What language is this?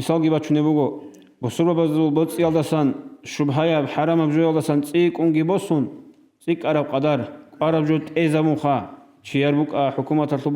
Avaric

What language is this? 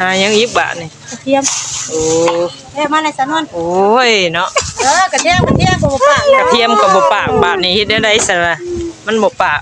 Northeastern Thai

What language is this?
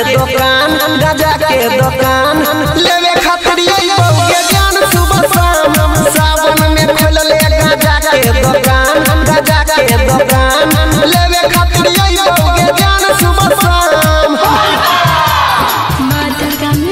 Bhojpuri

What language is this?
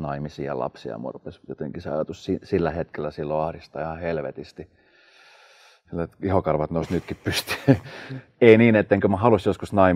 Finnish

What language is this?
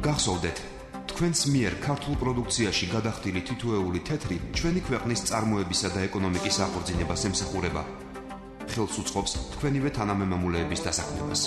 Georgian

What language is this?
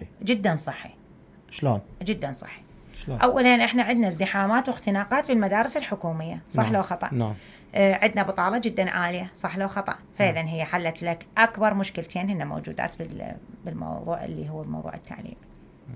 Mesopotamian Arabic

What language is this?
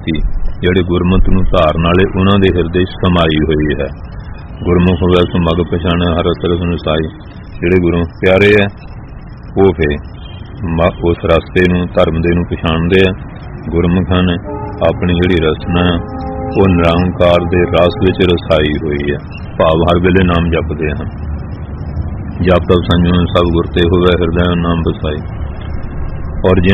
Punjabi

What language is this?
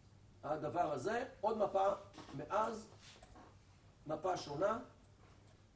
Hebrew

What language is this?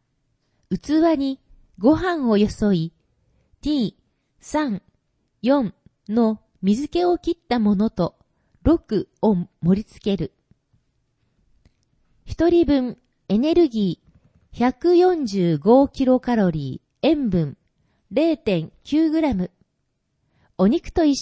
Japanese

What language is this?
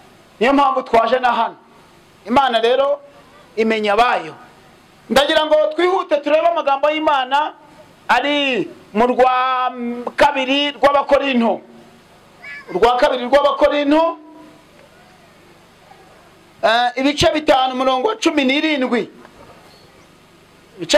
Kinyarwanda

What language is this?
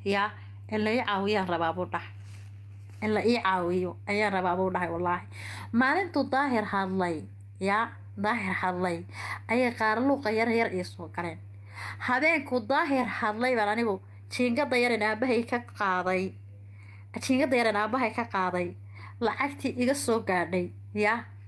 Somali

